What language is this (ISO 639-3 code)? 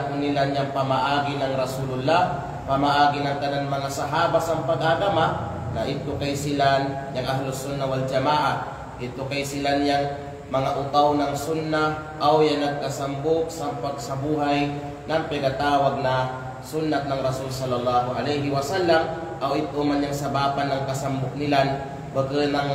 kqe